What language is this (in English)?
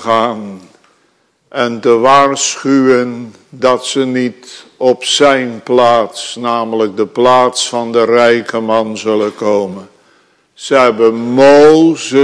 Dutch